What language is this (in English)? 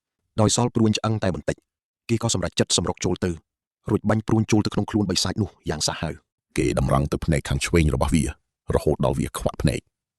Khmer